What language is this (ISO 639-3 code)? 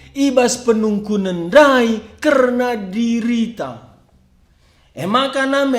btx